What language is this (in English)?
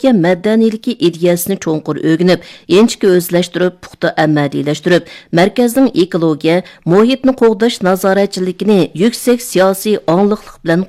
Uyghur